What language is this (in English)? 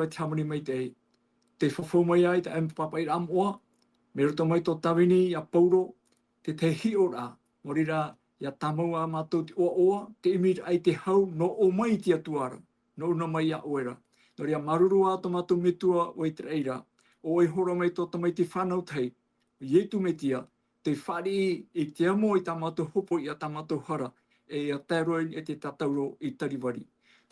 Tahitian